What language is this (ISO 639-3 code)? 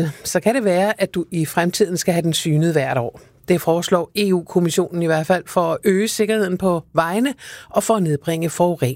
dan